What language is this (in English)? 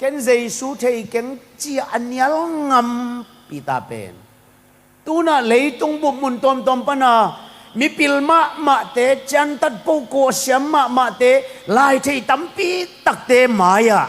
Tedim Chin